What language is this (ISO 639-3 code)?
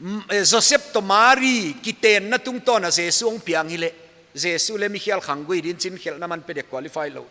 pck